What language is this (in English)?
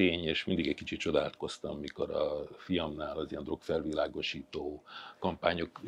Hungarian